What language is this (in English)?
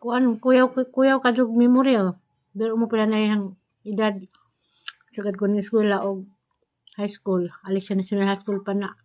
Cebuano